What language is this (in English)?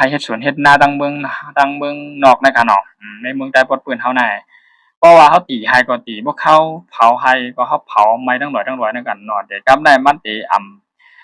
Shan